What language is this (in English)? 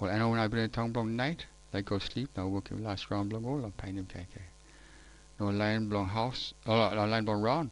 Tok Pisin